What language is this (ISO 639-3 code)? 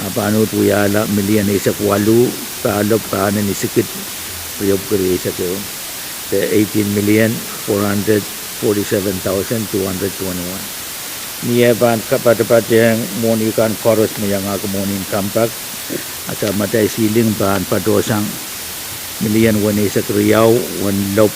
pon